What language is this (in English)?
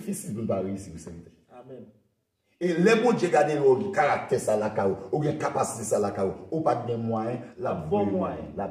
Haitian Creole